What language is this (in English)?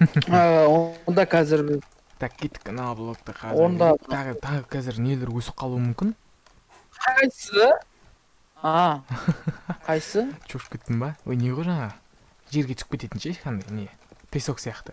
Kazakh